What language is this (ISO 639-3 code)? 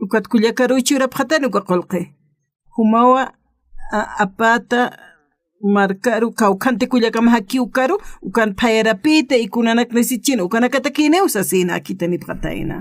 aym